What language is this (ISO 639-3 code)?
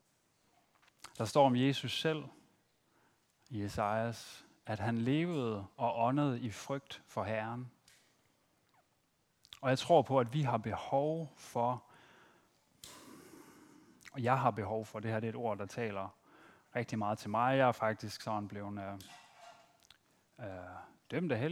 dan